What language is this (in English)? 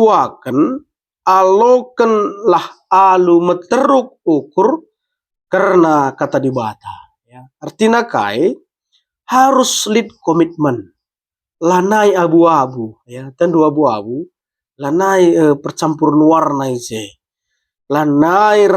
Batak Karo